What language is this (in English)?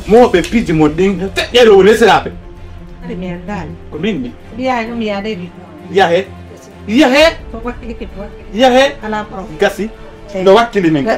Fula